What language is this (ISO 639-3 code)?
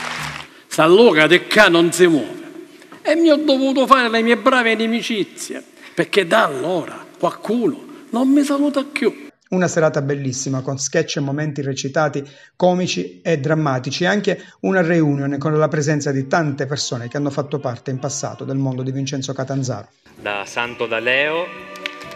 ita